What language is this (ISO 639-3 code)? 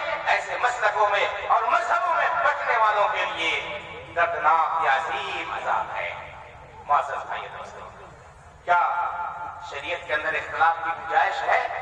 urd